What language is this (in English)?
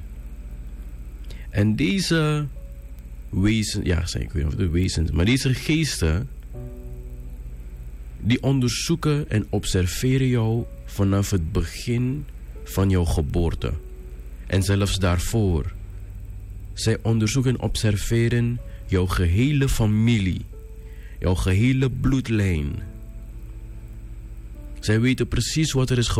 Dutch